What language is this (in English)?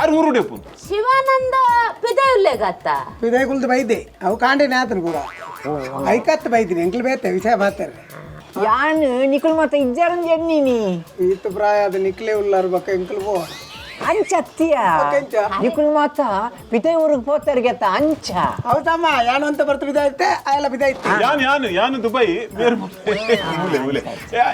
Tulu